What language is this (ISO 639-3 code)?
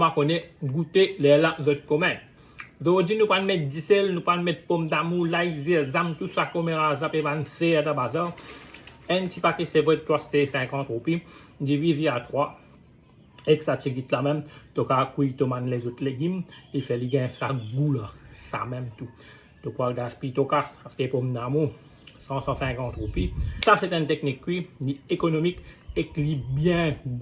mfe